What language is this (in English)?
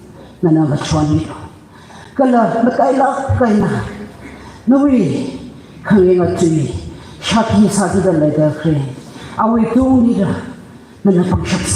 Tangkhul Naga (India)